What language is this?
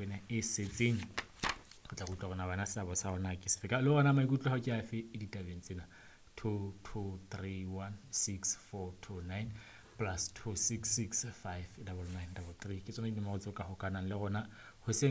Southern Sotho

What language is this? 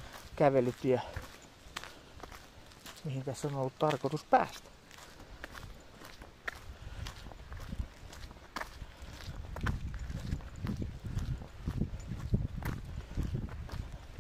Finnish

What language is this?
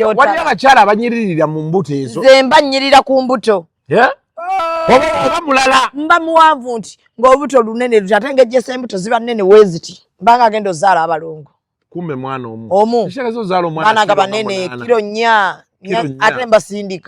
Ganda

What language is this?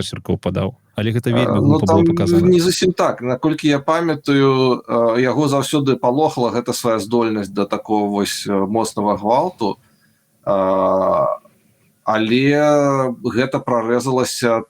Belarusian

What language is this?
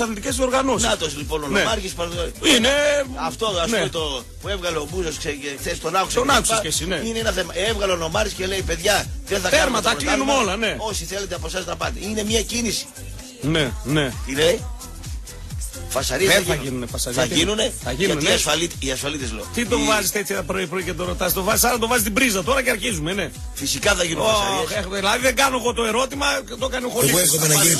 Greek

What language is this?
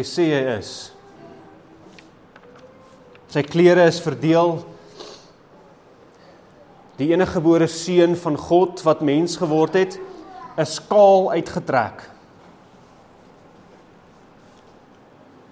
Afrikaans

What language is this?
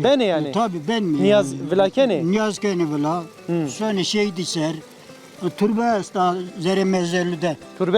Zaza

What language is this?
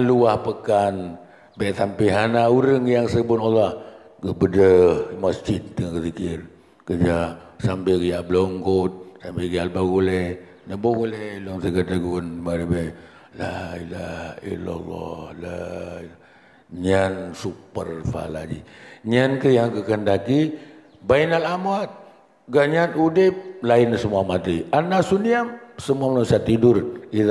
Achinese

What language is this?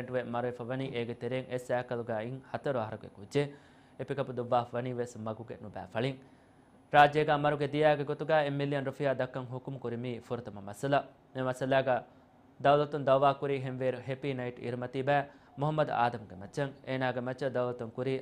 Divehi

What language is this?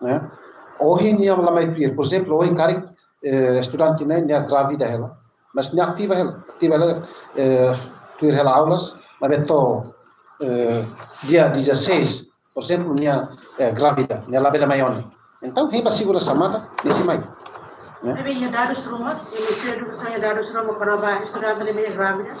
Tetum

